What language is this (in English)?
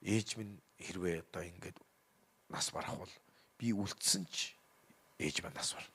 Mongolian